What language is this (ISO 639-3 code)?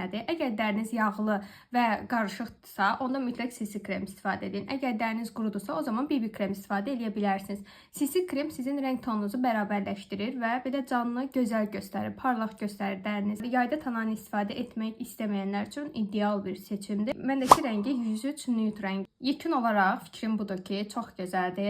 aze